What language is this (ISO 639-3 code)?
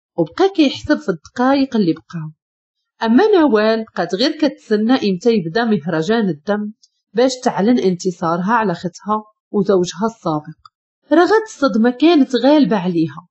ary